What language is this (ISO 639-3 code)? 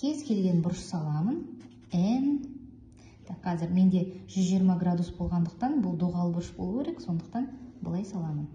kaz